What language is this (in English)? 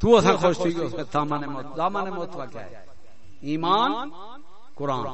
Saraiki